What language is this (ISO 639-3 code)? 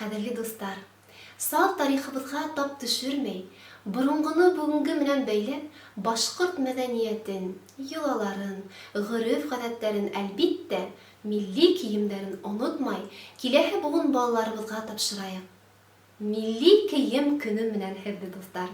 bak